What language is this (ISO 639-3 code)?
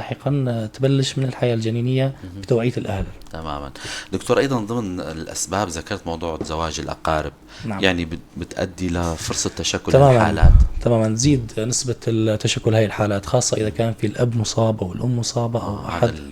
apc